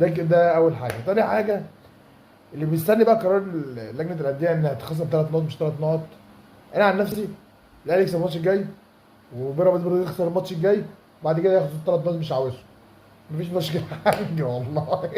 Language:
Egyptian Arabic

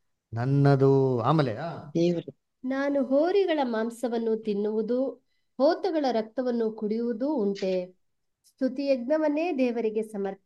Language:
Kannada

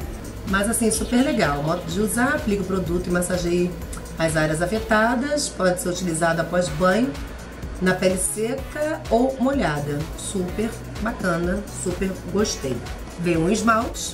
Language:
Portuguese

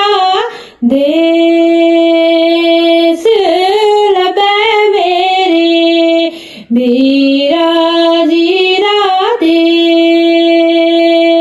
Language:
Dogri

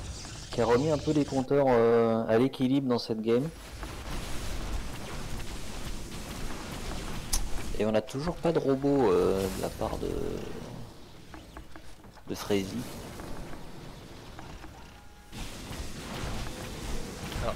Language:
French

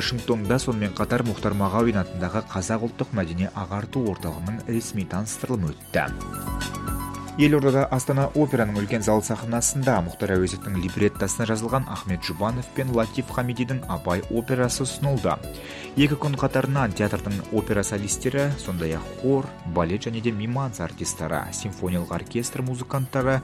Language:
Kazakh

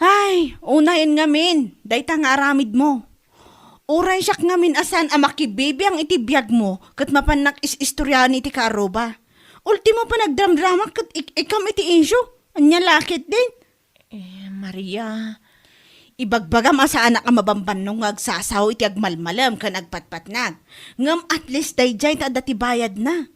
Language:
Iloko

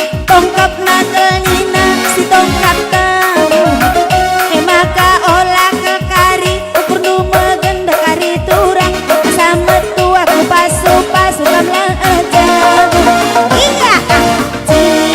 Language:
Batak Karo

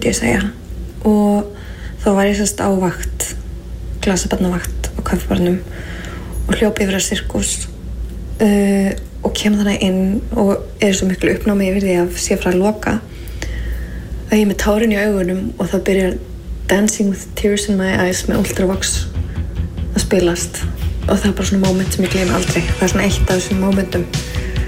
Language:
Icelandic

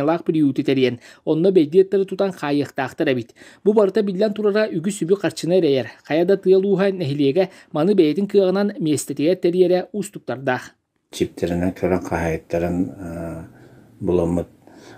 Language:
Yakut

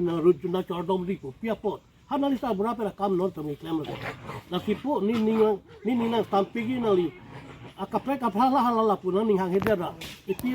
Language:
Karbi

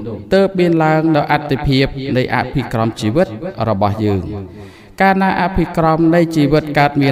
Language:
Khmer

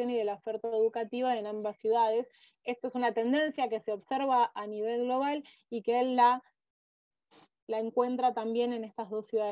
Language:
Spanish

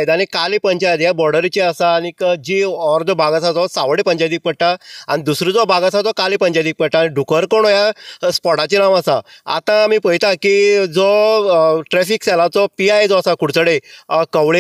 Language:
Konkani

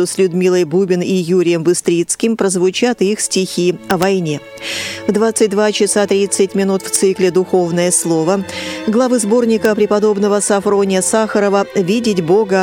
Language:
Russian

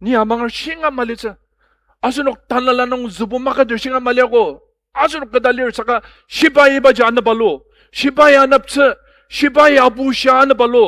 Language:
Ao Naga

